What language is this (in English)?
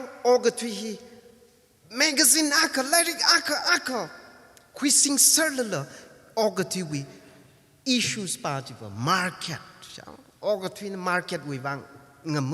Tangkhul Naga (India)